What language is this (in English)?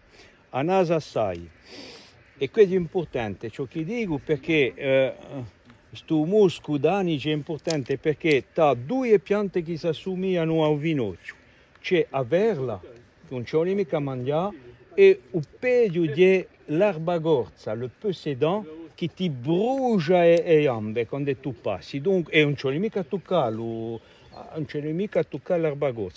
Corsican